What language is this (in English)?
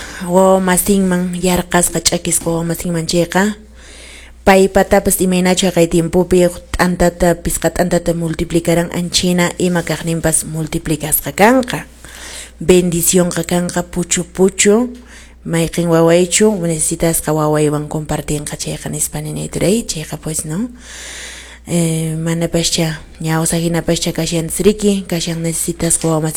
Quechua